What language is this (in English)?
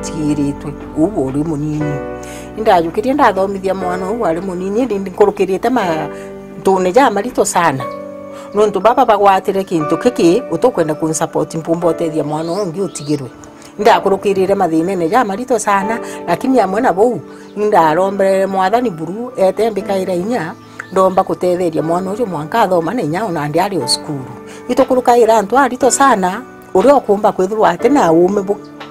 Meru